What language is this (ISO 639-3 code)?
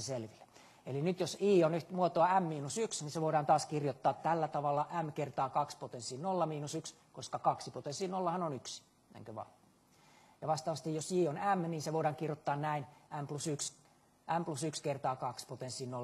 fin